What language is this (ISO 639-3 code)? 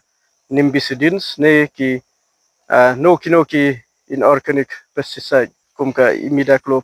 kha